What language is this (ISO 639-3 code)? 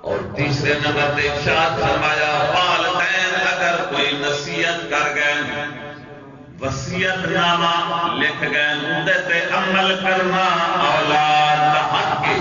skr